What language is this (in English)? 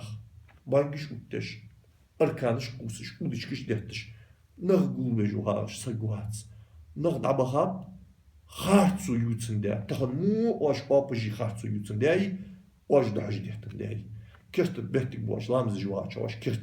Ingush